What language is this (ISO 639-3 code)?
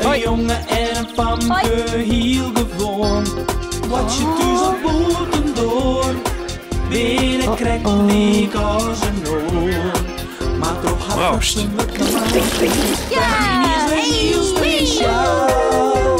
fry